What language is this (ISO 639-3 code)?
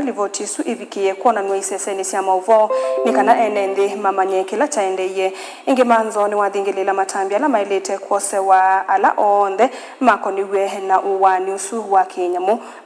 kam